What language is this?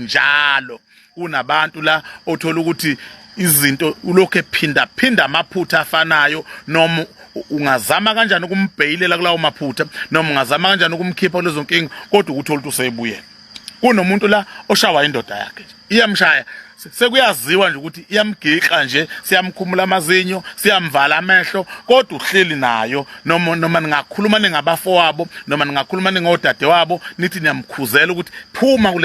Zulu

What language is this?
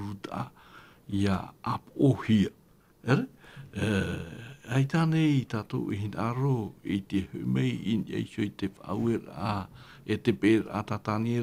Tahitian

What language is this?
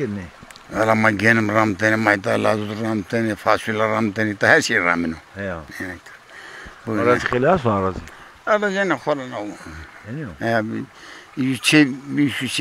Zaza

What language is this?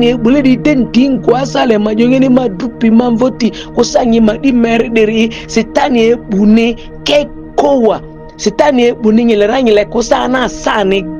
Ma'di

